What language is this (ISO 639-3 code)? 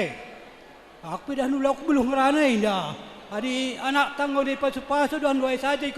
btx